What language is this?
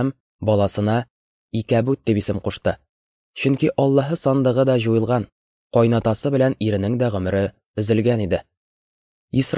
Tatar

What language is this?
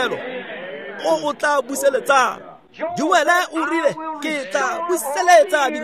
Tswana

